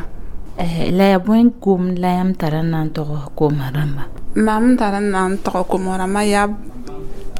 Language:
Mossi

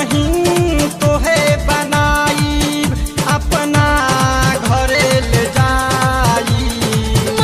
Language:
Bhojpuri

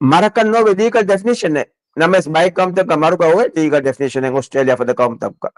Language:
Divehi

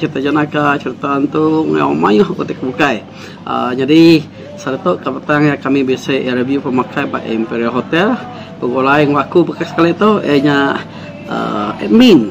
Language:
Iban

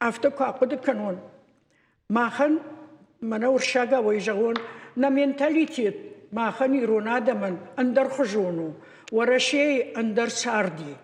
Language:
Ossetic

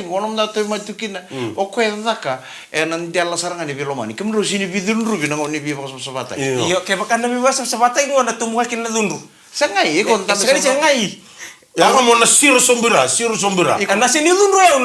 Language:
Fijian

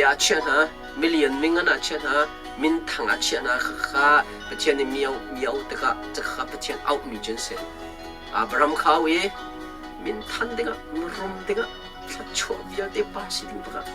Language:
Hakha Chin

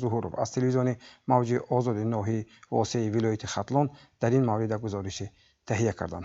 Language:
Tajik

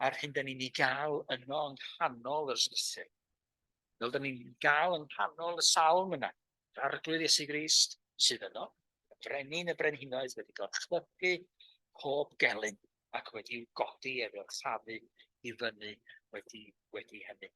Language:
Welsh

